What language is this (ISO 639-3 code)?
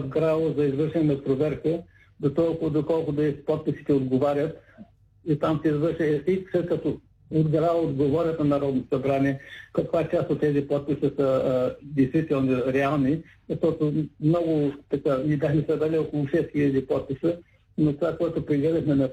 bul